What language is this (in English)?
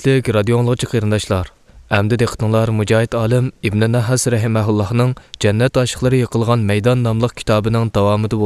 Uyghur